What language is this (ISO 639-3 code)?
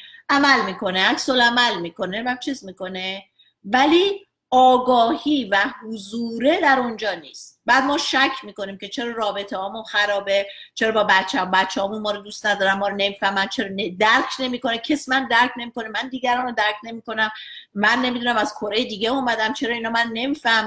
fas